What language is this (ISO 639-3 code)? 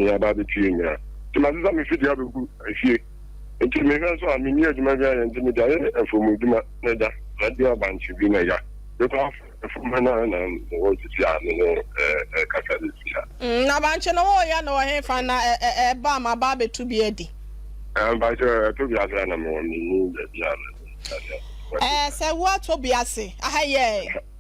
aka